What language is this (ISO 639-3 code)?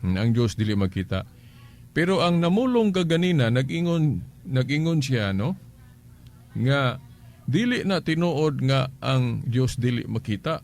ceb